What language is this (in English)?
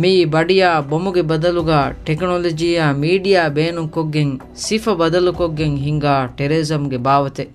Divehi